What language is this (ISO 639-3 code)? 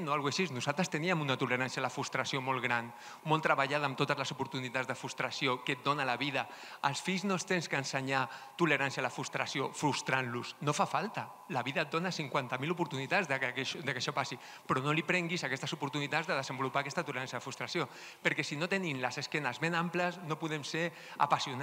cat